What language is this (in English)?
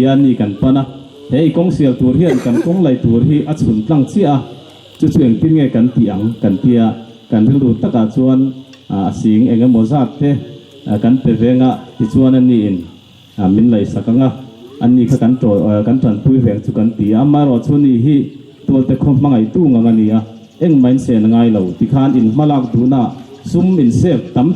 Mizo